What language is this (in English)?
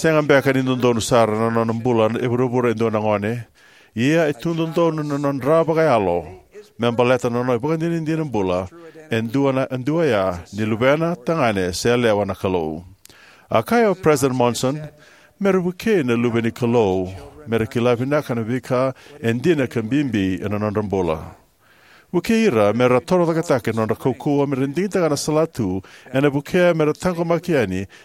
Fijian